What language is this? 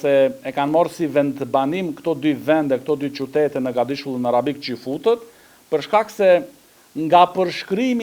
Albanian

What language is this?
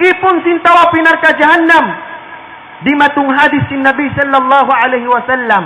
Tausug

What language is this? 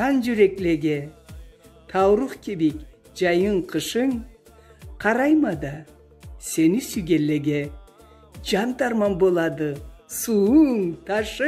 Karachay-Balkar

